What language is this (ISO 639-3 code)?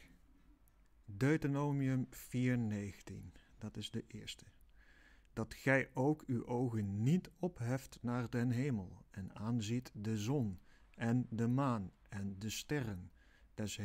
nld